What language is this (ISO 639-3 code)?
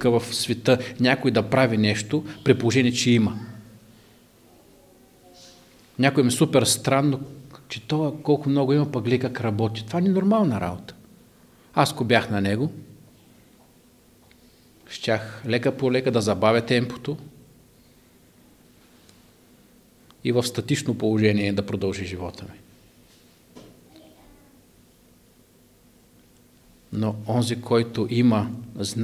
bul